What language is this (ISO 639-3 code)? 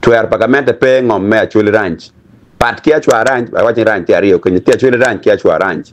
ach